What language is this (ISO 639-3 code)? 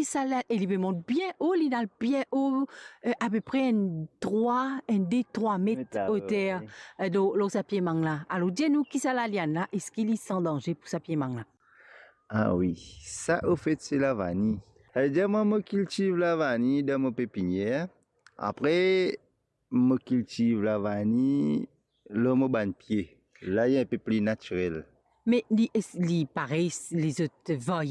mfe